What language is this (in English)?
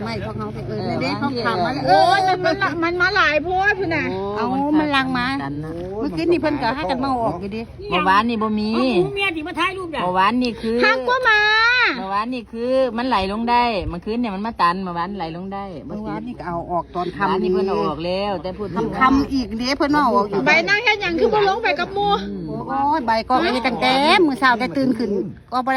Lao